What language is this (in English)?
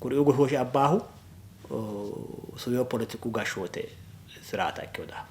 Sidamo